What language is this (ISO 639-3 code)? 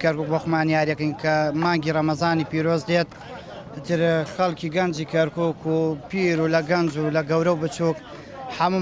ckb